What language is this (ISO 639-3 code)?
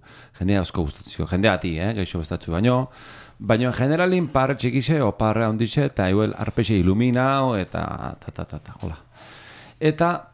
eus